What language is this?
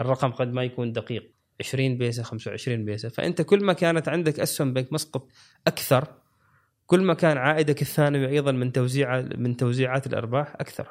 Gulf Arabic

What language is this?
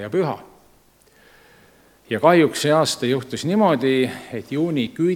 Estonian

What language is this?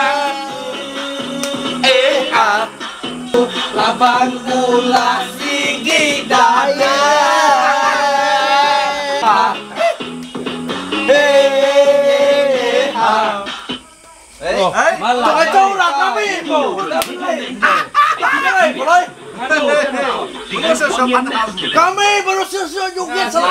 Malay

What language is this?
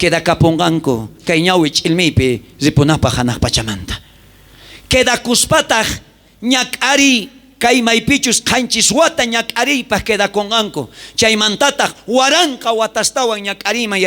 South Bolivian Quechua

